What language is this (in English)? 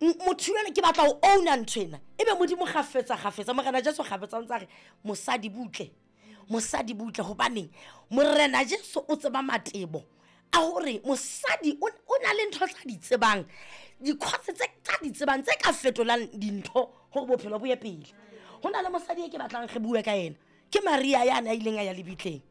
Southern Sotho